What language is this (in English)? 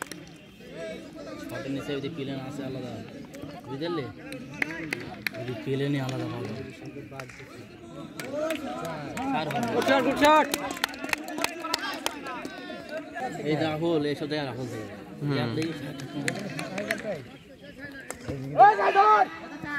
Bangla